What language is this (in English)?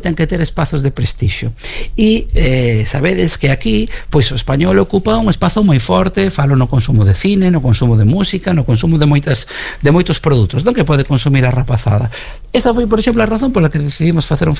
Galician